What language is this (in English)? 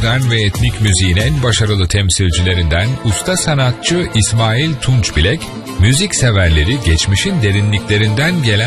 Turkish